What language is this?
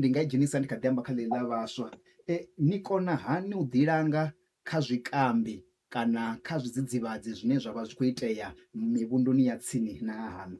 Venda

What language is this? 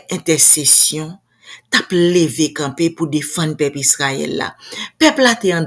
Haitian Creole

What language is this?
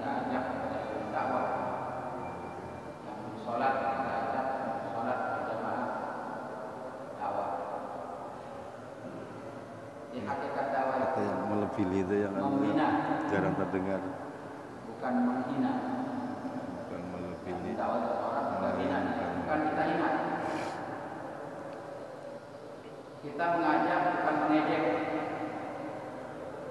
Indonesian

